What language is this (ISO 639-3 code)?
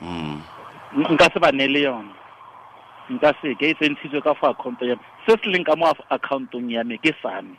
tsn